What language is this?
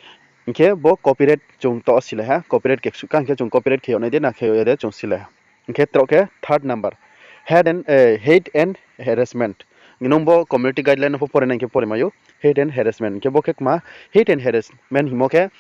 Riang (India)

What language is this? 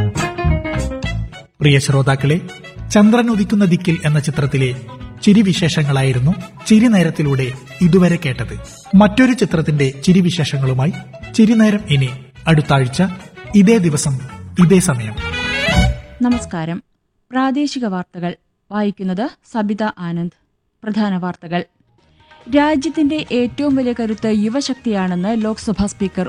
Malayalam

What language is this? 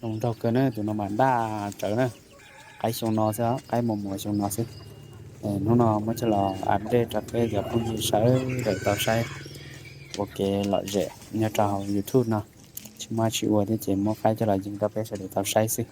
Hmong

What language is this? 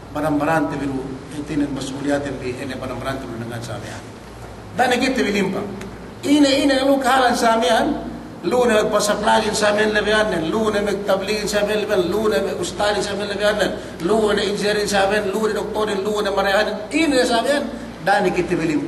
Yakan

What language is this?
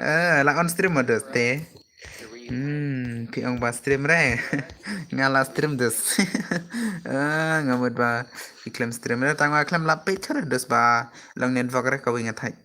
Khasi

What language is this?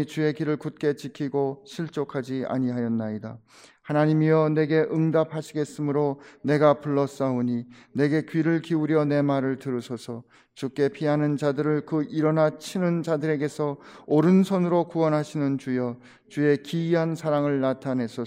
Korean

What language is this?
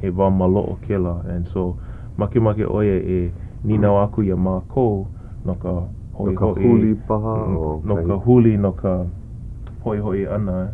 Hawaiian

